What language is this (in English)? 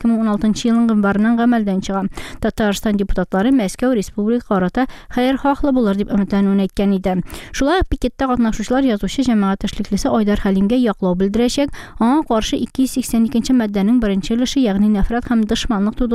Tatar